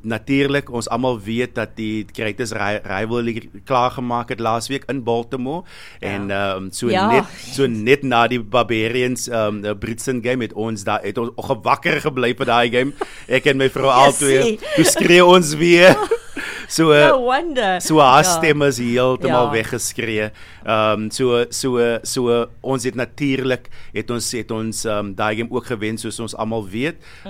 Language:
Afrikaans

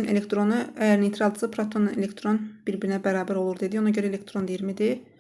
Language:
Azerbaijani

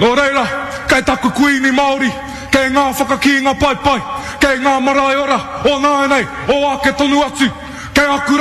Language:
Māori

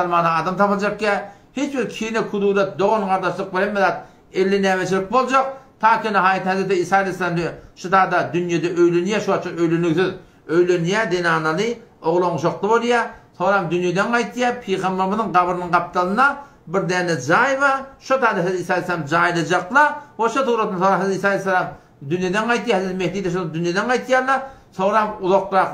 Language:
Turkmen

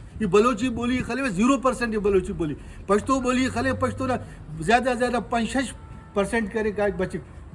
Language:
Brahui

